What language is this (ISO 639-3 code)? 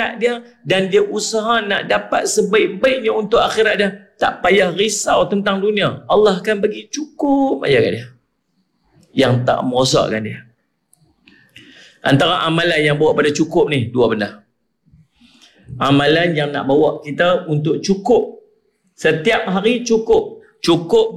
msa